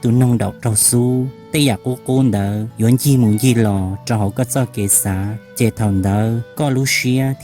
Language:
Hmong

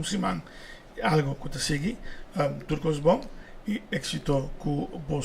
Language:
Papiamento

